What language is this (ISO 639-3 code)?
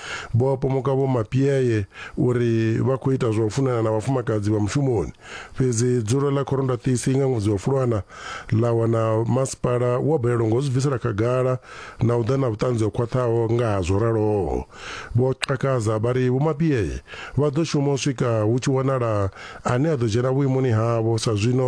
ven